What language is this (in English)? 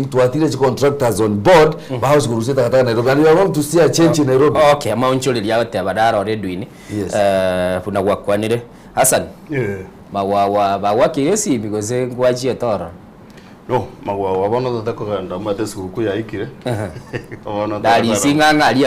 Gusii